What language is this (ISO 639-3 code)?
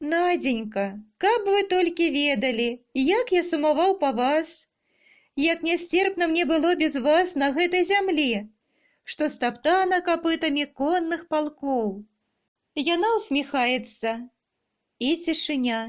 bel